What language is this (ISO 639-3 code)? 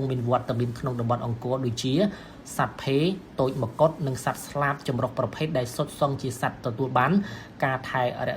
khm